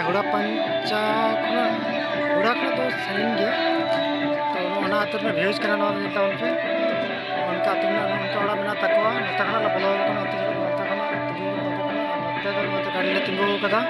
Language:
Santali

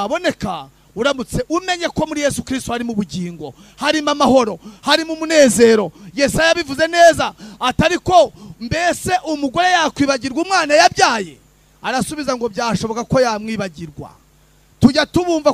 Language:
Kinyarwanda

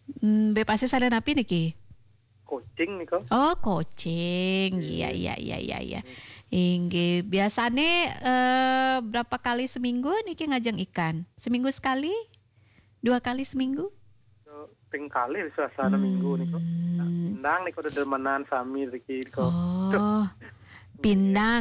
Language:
Balinese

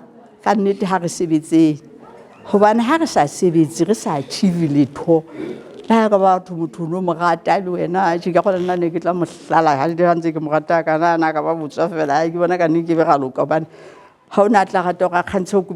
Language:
Southern Sotho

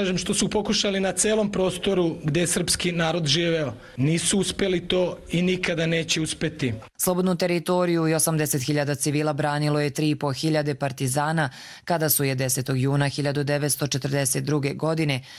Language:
Croatian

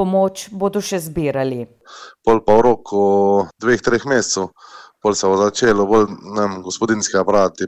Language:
Slovenian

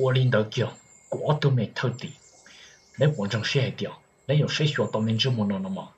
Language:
Hmong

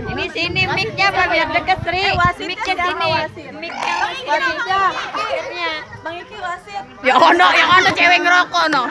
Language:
Betawi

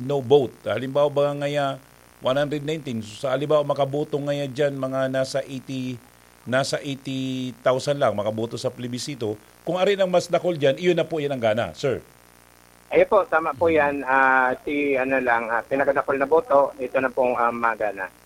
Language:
Bikol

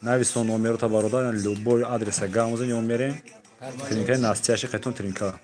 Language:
Tajik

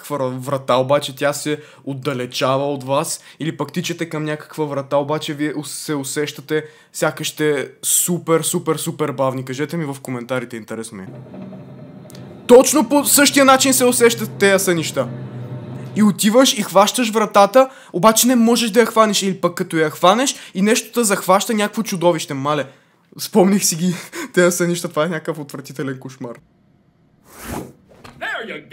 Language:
Bulgarian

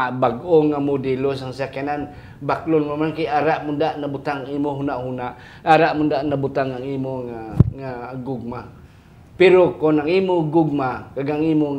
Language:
Hiligaynon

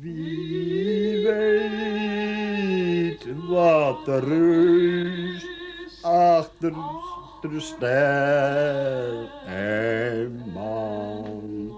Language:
Western Frisian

